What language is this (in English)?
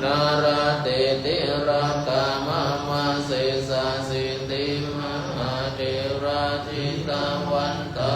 Pali